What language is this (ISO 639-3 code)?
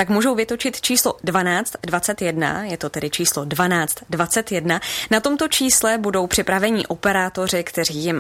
ces